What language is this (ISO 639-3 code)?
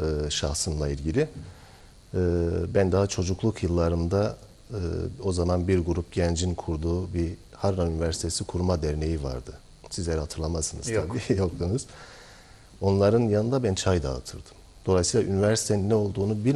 tur